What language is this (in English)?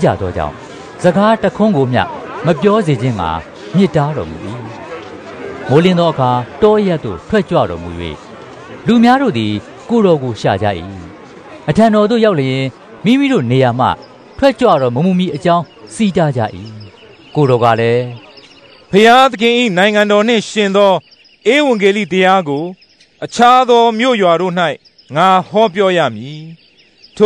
Burmese